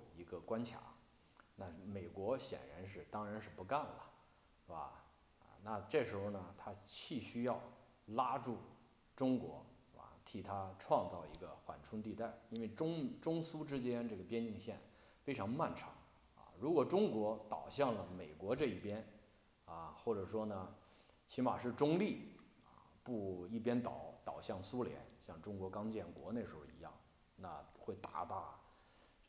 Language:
Chinese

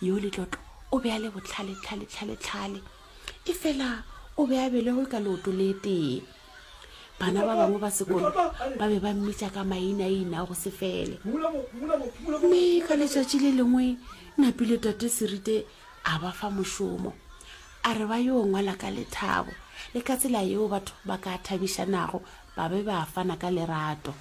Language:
Northern Sotho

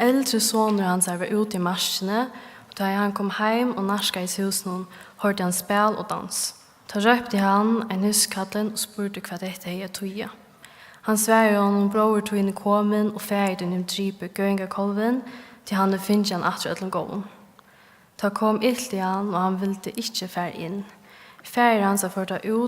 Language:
Faroese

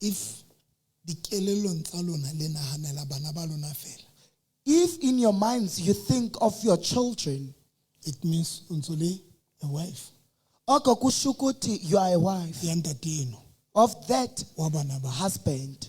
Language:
Southern Sotho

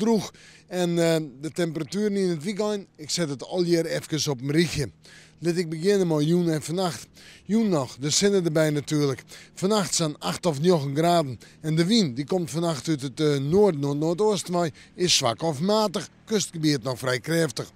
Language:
Western Frisian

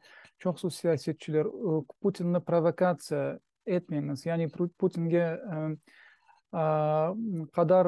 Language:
Crimean Tatar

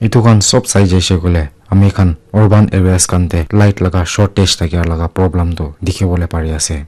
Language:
Naga Pidgin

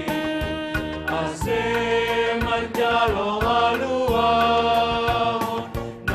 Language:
Batak Simalungun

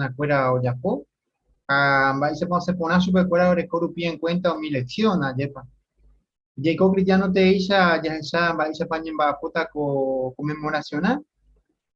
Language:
Guarani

